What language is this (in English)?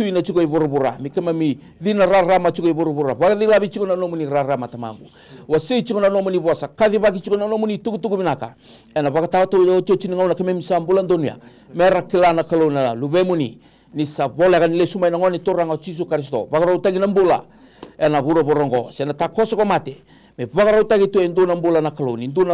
Fijian